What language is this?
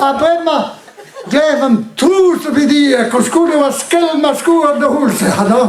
Breton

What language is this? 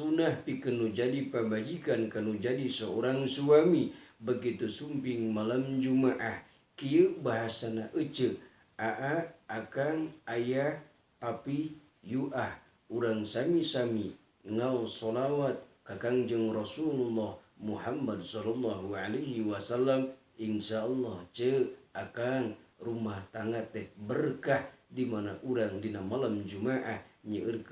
Sundanese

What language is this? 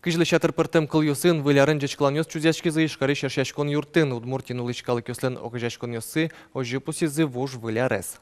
Udmurt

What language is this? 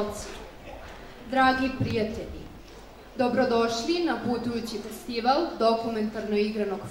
Serbian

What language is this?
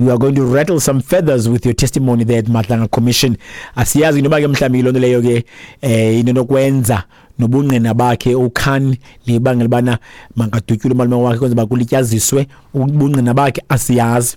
Xhosa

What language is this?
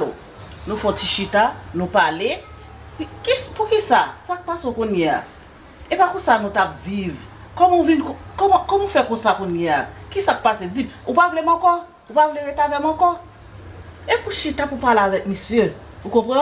Haitian Creole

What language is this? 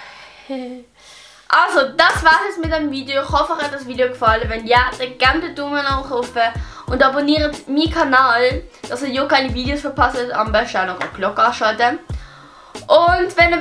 Swiss German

